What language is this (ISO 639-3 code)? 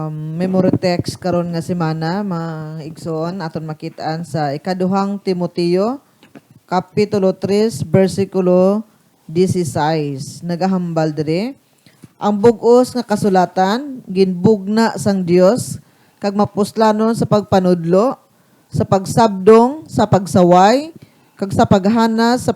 hil